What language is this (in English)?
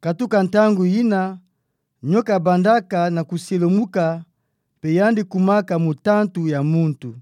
Kituba (Democratic Republic of Congo)